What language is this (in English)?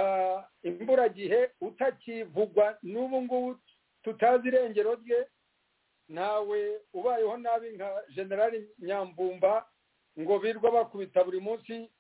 Kinyarwanda